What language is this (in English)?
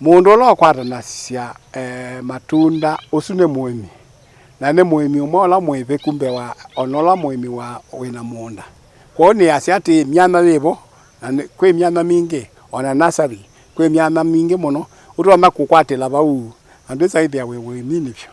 Kamba